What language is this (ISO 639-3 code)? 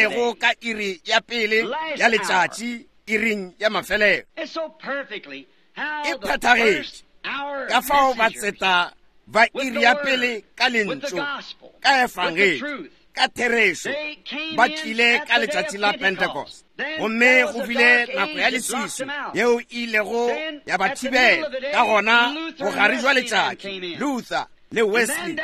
nso